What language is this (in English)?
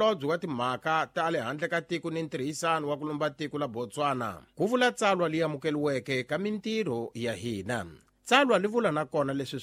Tsonga